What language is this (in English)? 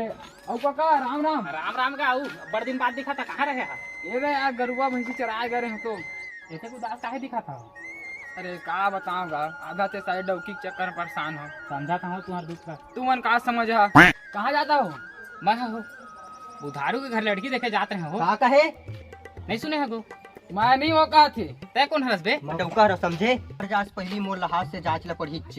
Chhattisgarhi